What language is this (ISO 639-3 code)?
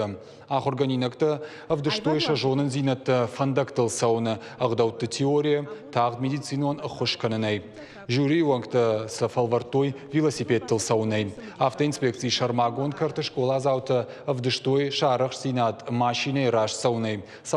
oss